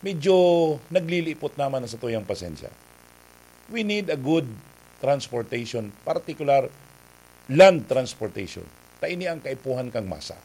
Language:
Bikol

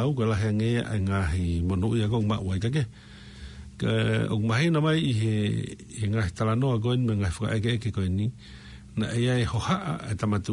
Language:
Tongan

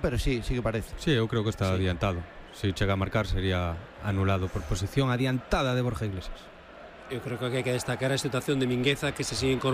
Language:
Galician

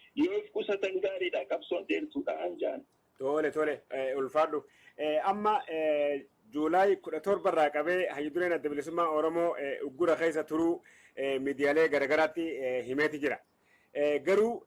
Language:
Oromo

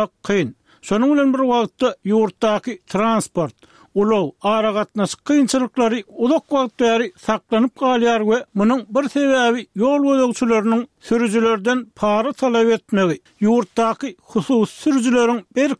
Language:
Turkmen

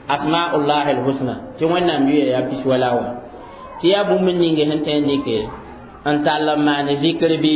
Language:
Mossi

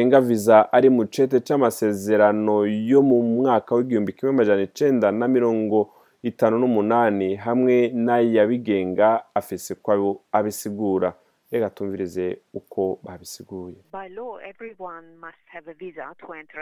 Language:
Rundi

